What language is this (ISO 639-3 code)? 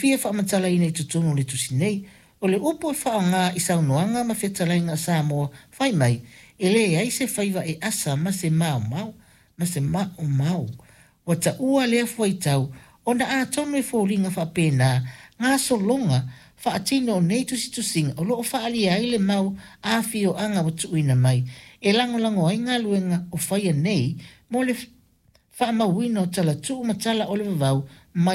smo